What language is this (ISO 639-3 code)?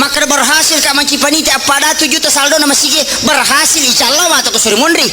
bug